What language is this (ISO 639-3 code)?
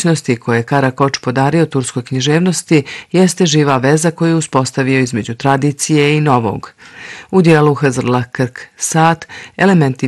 bos